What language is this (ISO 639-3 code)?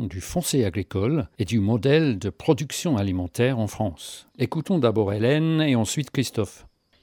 fra